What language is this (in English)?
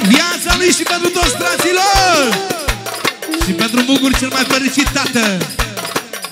Romanian